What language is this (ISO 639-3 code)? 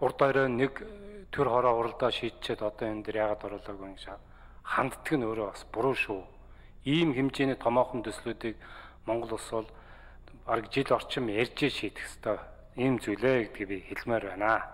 mon